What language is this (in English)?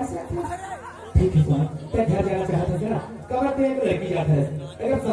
Chhattisgarhi